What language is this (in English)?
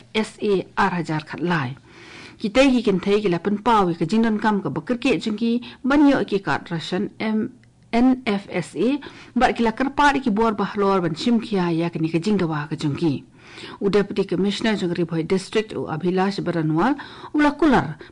Khasi